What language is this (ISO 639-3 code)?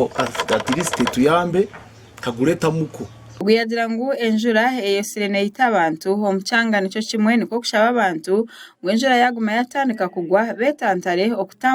nyn